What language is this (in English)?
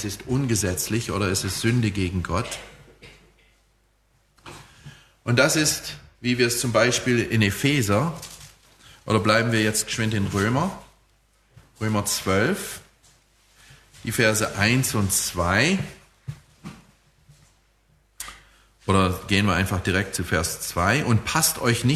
German